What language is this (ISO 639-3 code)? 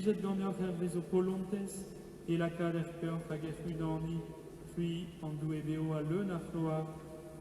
bre